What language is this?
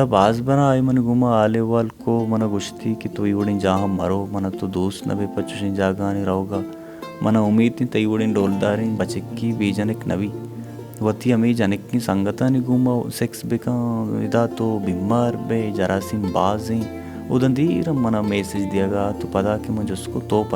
Baluchi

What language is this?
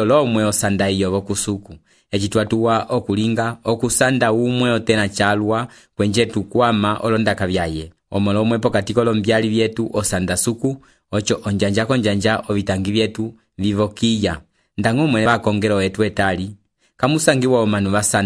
Umbundu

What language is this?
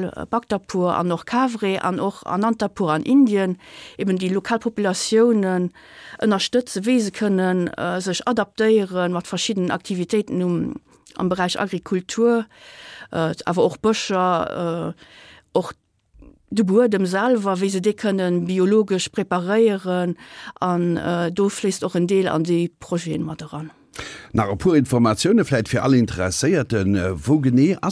Luxembourgish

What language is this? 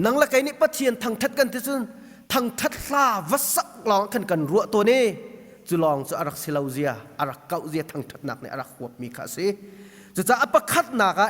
Hakha Chin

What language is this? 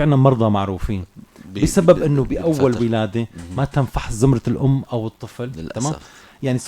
North Levantine Arabic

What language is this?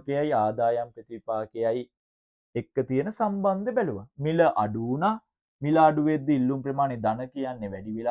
Sinhala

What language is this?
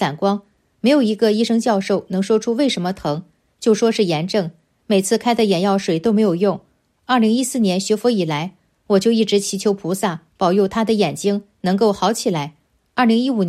Chinese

